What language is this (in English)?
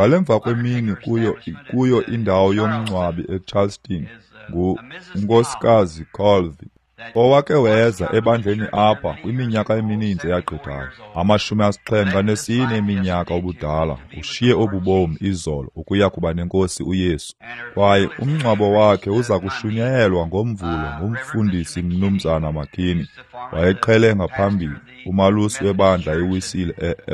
Xhosa